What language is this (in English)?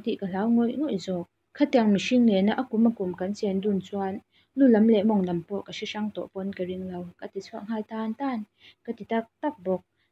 Mizo